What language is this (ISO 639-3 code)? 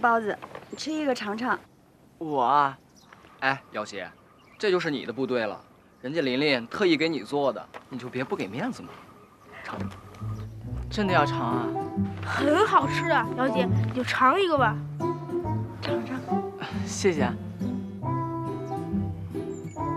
zho